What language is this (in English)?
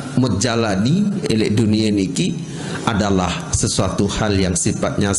Sasak